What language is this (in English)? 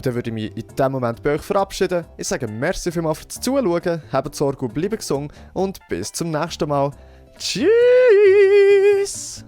Swiss German